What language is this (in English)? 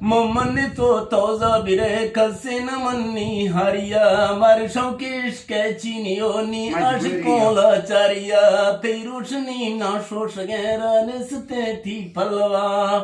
Eastern Balochi